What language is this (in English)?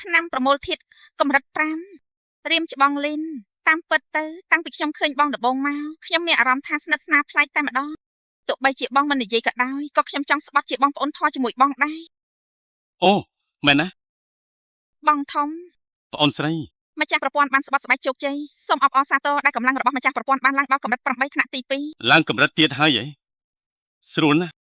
Khmer